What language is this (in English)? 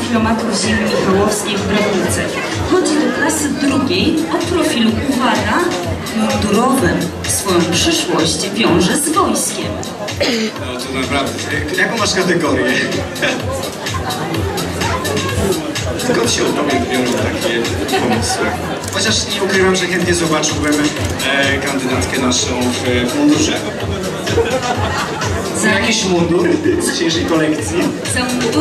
Polish